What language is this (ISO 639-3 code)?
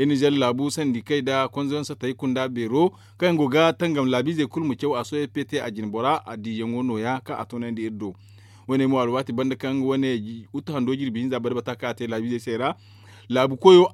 dje